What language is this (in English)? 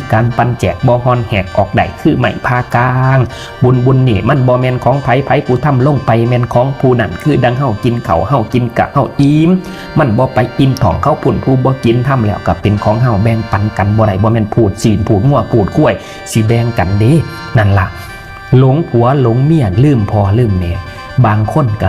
Northeastern Thai